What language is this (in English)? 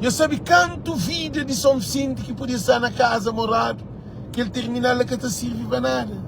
Kabuverdianu